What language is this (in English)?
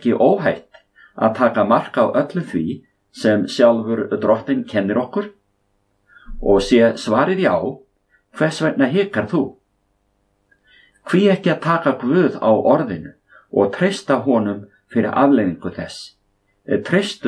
Icelandic